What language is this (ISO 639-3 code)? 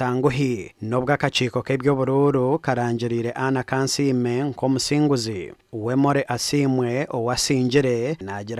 nyn